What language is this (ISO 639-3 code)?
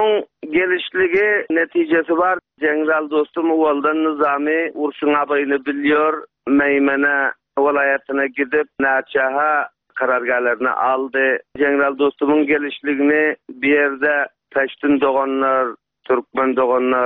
tuk